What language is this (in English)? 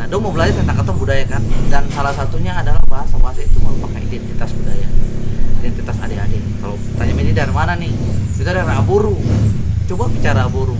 Ambonese Malay